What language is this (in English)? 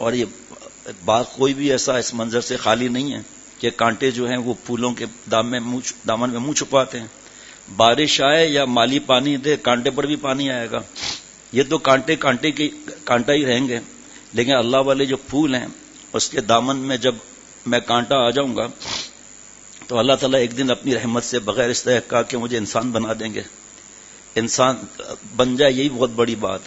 Urdu